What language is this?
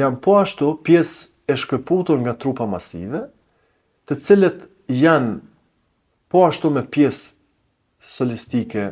Albanian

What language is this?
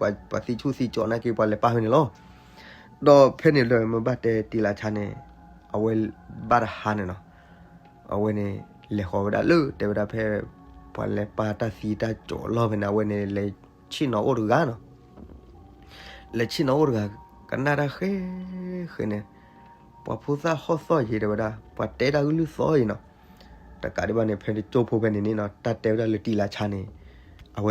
S'gaw Karen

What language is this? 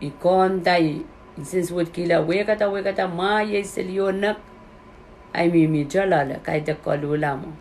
Pohnpeian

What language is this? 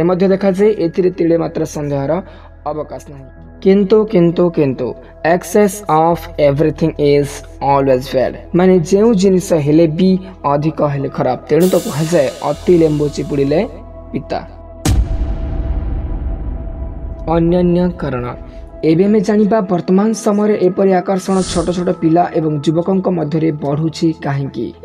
Odia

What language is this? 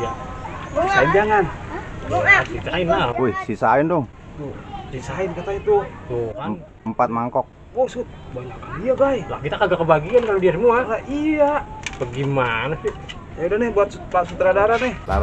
Betawi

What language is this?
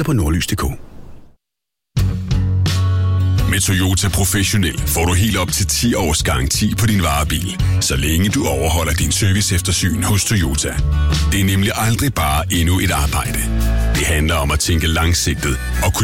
Danish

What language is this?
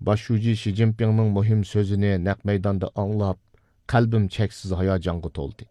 Uyghur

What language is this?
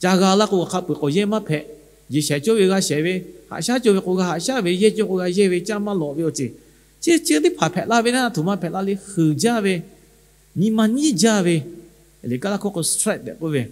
Lahu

